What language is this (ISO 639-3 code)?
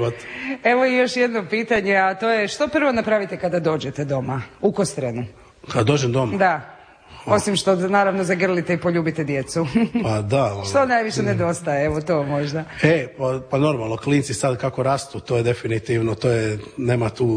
hrv